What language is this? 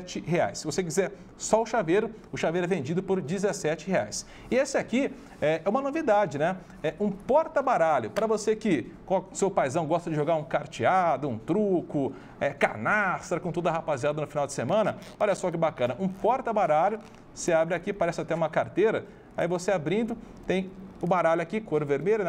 Portuguese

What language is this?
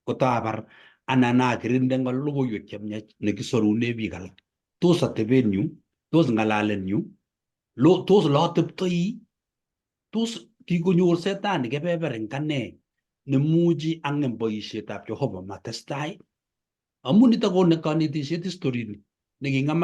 Kalenjin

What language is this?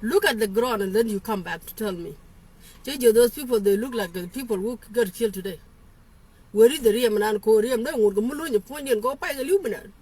Nuer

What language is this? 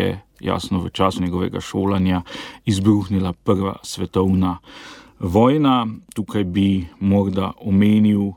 Slovenian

